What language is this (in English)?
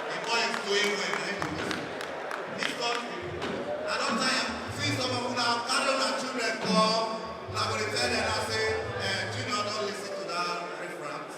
Nigerian Pidgin